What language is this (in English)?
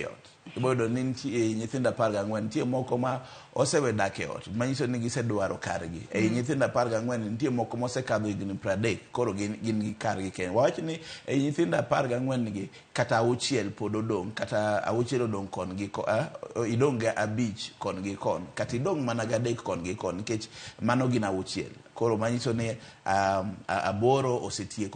Luo (Kenya and Tanzania)